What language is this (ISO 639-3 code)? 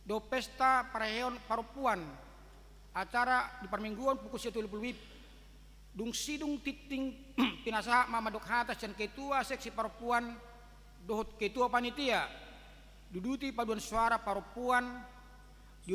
bbc